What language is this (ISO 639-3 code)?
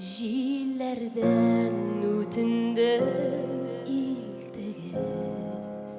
tat